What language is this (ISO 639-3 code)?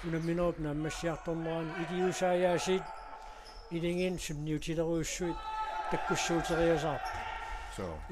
kal